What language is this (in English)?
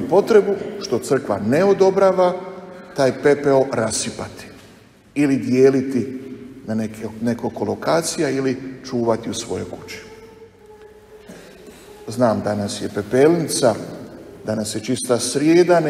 Croatian